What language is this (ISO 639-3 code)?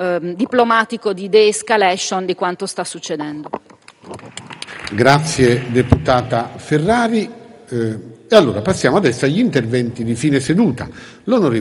ita